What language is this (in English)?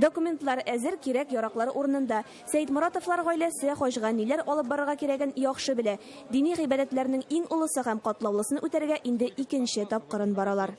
Tatar